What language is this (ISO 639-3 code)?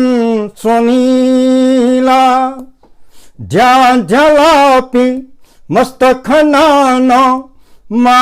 new